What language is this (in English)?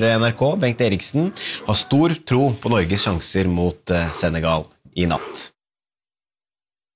Norwegian